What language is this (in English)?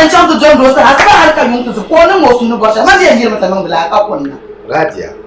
Dagbani